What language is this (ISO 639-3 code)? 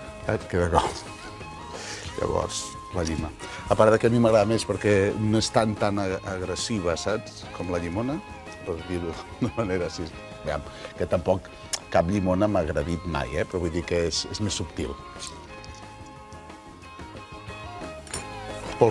cat